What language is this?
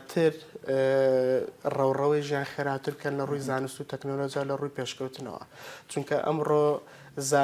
Central Kurdish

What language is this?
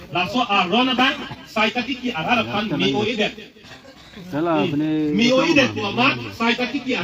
Karbi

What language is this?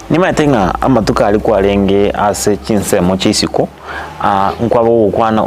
Gusii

